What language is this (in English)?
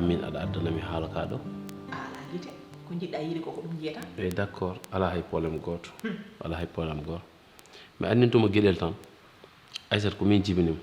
Fula